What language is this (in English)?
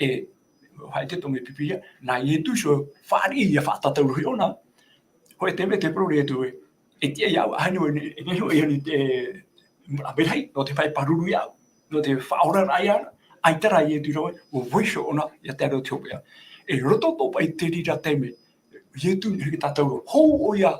Tahitian